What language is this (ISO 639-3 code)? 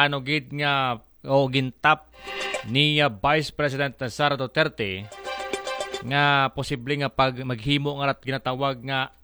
akl